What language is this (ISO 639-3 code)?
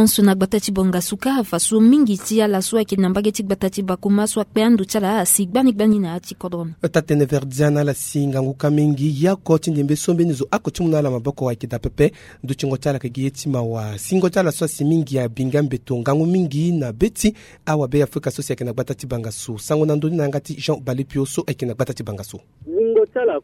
sag